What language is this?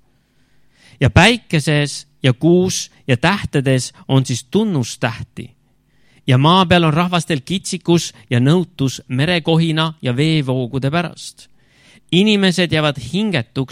Estonian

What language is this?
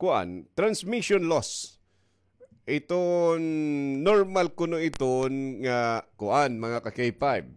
Waray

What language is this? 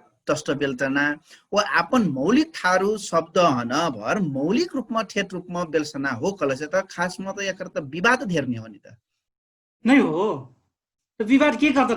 Dangaura Tharu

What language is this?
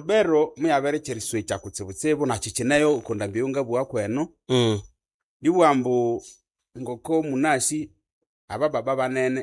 Nande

